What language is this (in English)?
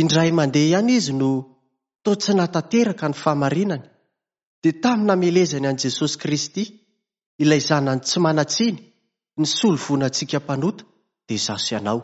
Malagasy